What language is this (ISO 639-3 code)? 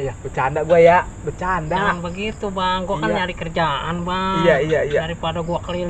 bew